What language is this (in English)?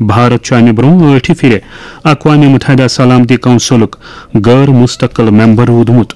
Kashmiri